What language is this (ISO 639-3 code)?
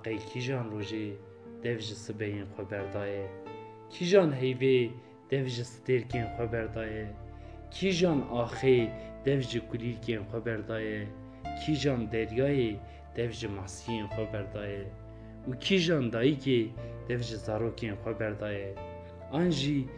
kur